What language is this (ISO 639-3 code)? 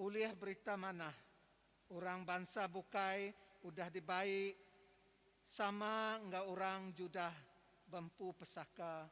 iba